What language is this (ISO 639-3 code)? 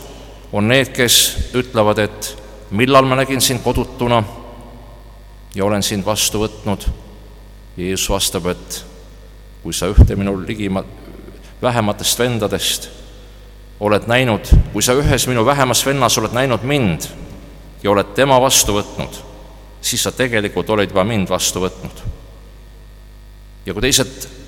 est